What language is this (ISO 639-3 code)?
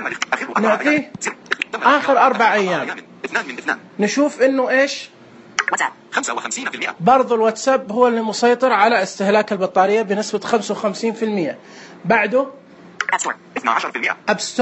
ars